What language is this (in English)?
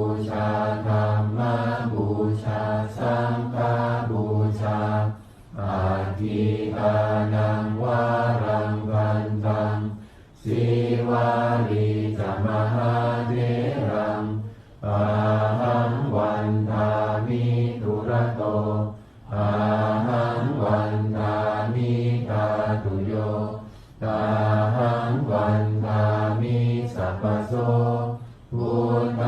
Pali